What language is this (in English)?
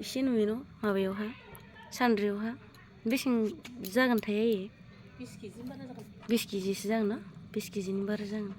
Bodo